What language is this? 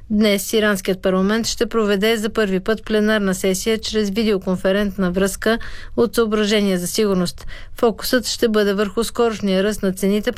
Bulgarian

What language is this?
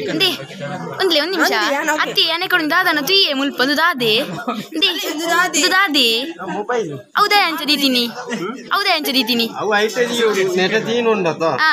Tulu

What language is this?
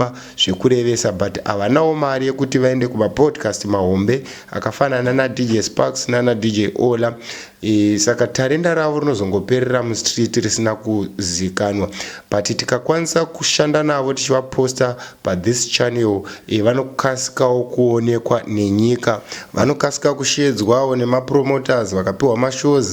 Shona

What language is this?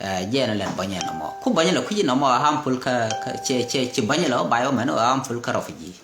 Nuer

